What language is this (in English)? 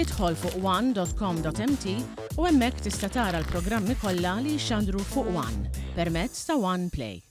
Maltese